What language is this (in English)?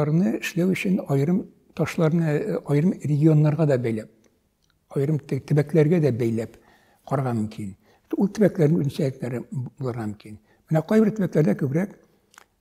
Tatar